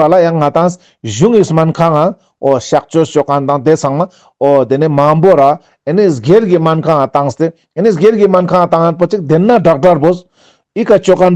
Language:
Ladakhi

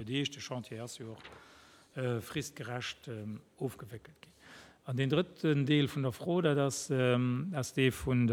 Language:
Luxembourgish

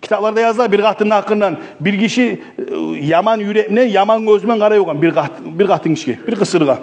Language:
Kumyk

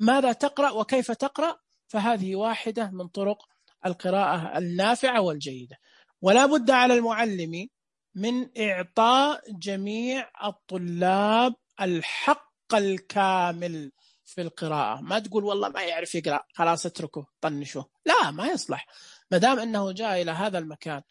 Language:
Najdi Arabic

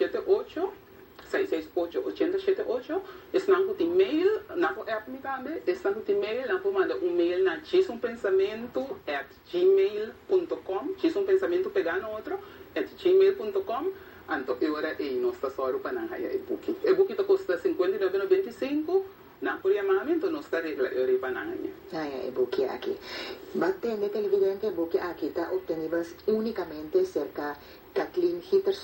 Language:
Papiamento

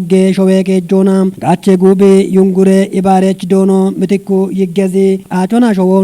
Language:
Kafa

